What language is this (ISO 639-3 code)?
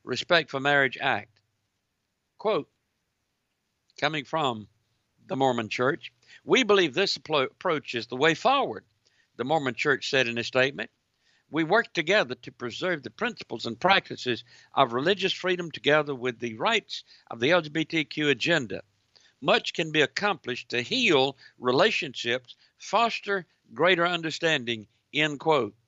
eng